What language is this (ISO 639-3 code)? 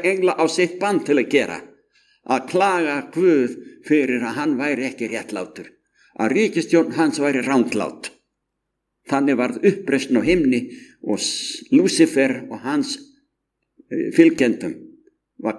isl